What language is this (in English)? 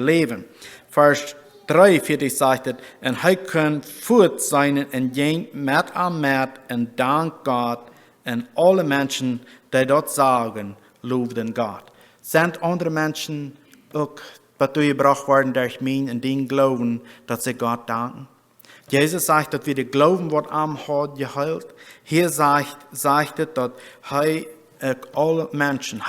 Plautdietsch